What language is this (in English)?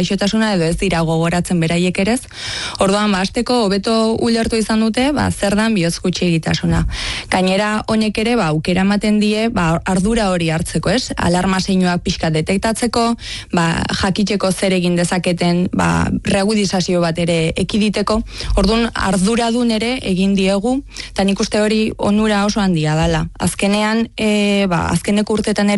Basque